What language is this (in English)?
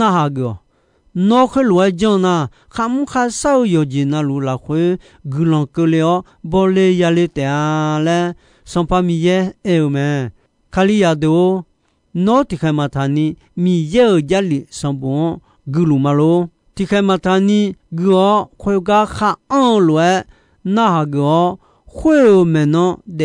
Akha